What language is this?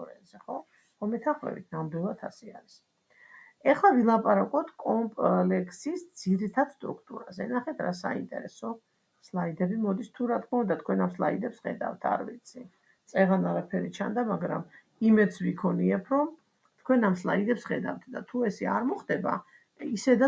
Georgian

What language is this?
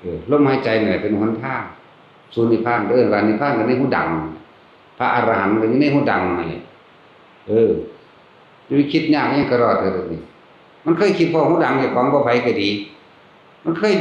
Northeastern Thai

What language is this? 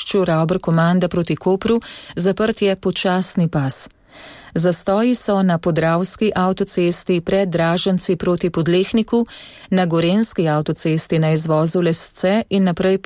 Slovenian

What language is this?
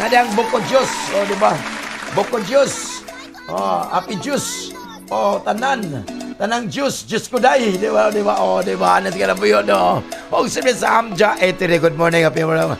Cebuano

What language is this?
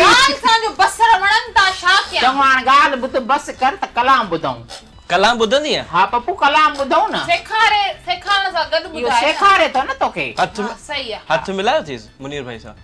Sindhi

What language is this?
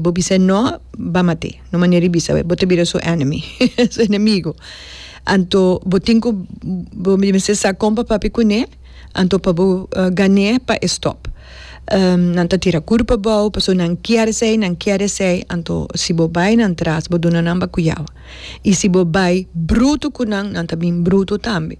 Papiamento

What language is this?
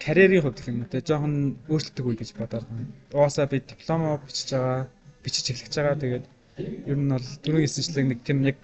Mongolian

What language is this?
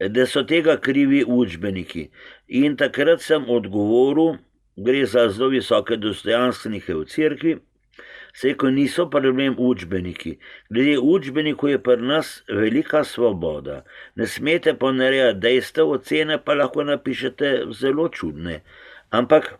Slovenian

